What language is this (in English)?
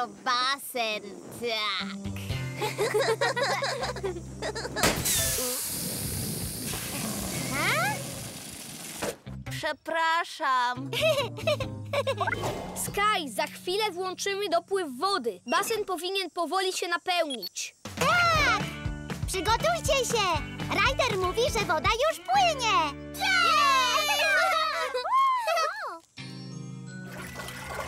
Polish